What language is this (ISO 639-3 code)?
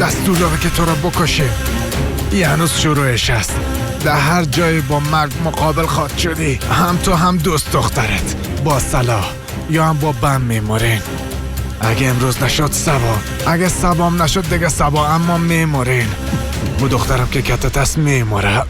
fas